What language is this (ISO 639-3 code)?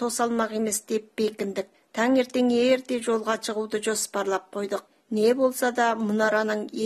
kaz